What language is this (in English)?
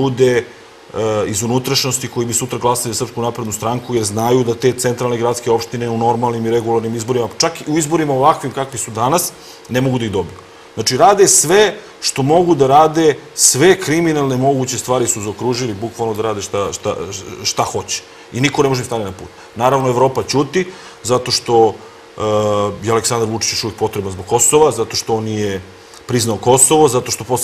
Serbian